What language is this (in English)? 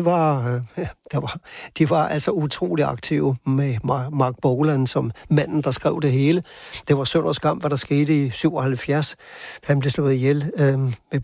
Danish